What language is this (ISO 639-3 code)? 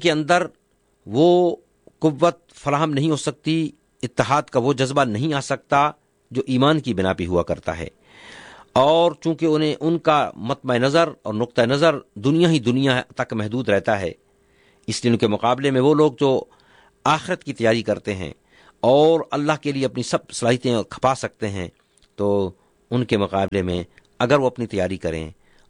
urd